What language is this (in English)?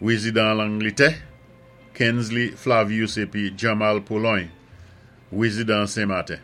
Saint Lucian Creole French